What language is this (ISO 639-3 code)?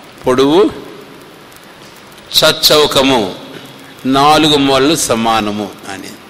tel